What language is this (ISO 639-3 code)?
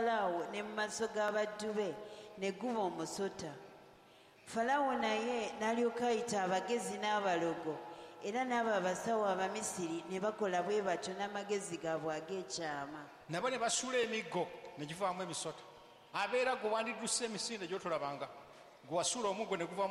lug